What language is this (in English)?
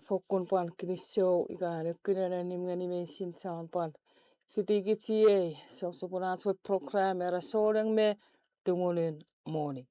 Chuukese